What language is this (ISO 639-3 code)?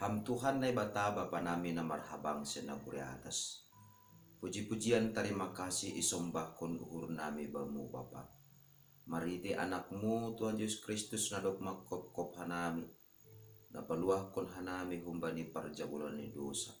bts